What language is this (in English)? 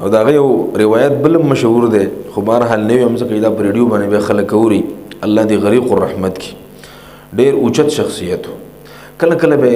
Pashto